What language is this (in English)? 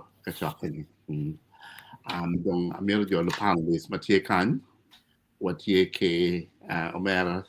Acoli